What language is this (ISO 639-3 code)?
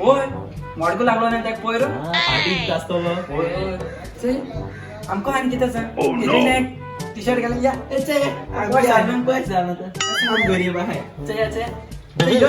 kok